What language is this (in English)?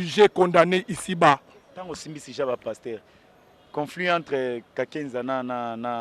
Lingala